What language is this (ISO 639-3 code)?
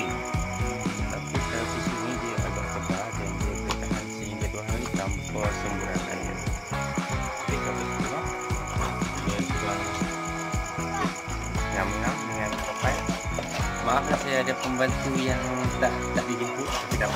msa